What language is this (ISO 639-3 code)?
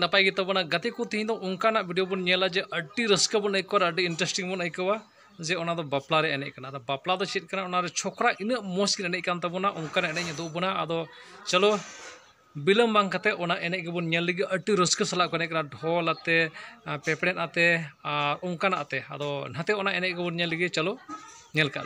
sat